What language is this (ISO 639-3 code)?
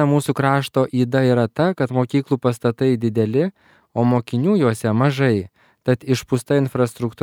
lit